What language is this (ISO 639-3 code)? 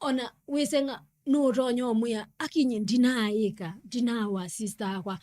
kam